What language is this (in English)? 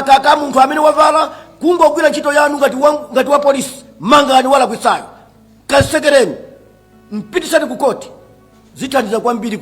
Nyanja